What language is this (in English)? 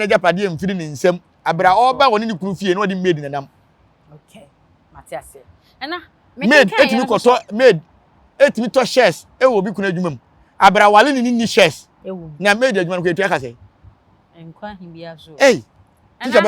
Akan